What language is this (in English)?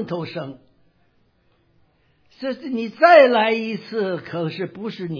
Chinese